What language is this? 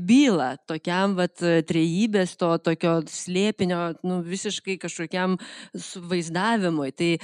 Lithuanian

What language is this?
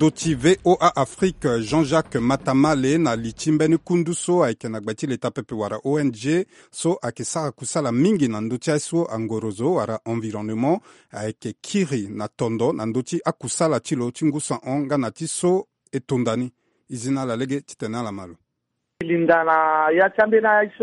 Sango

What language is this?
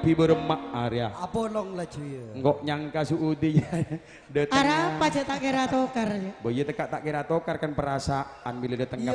Madurese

